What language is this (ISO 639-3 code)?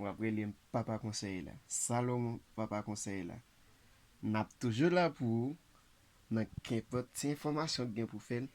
hat